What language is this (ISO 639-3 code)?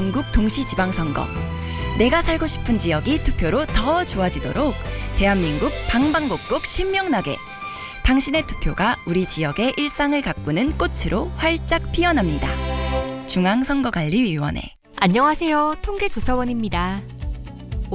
kor